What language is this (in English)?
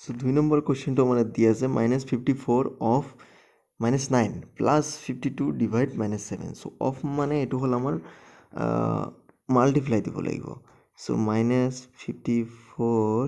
Assamese